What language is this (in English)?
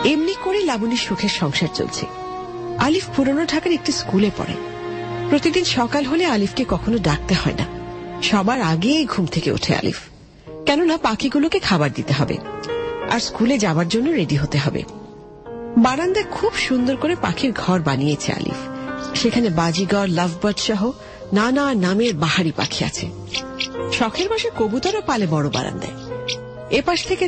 Bangla